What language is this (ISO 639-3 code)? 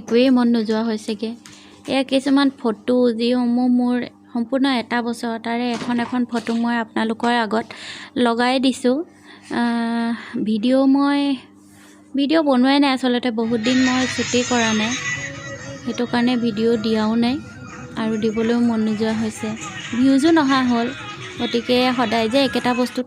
asm